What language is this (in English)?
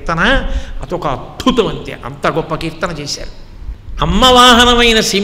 Telugu